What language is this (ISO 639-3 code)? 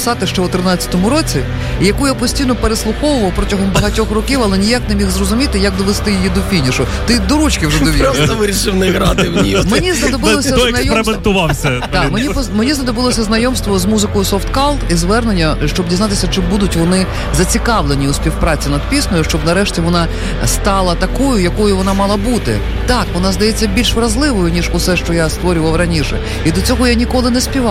ukr